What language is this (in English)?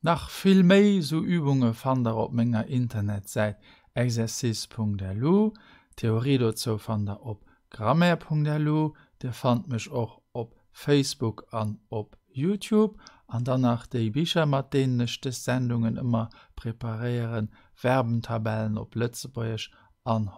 Luxembourgish